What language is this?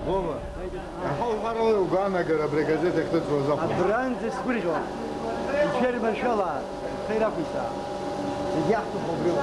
Abkhazian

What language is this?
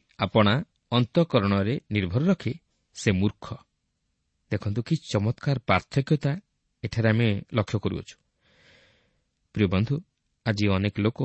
Odia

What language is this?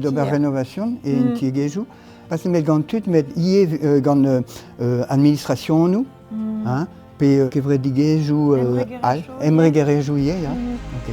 Breton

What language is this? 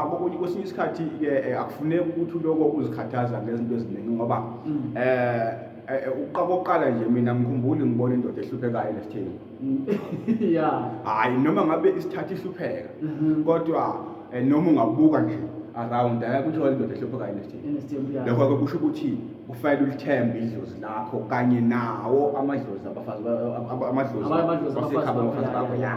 Zulu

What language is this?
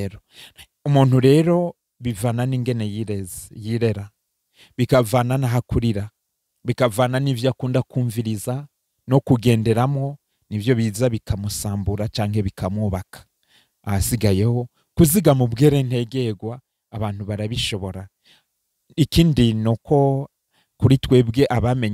Rundi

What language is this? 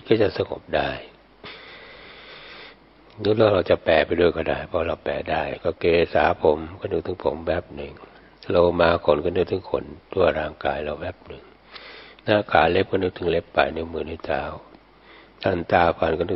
Thai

